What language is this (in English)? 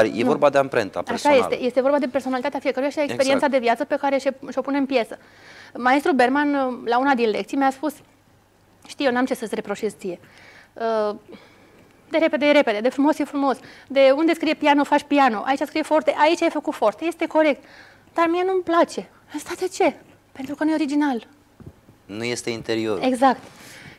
Romanian